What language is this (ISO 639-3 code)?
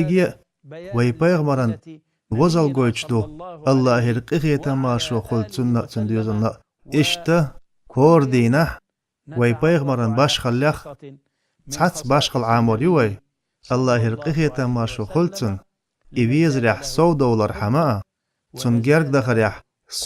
che